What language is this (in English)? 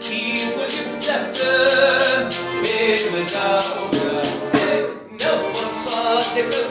Kabardian